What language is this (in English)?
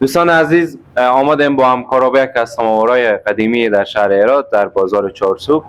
Persian